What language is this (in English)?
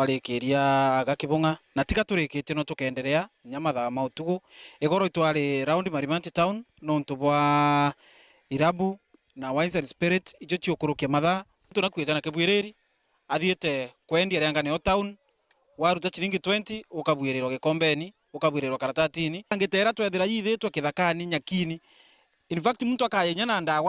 Meru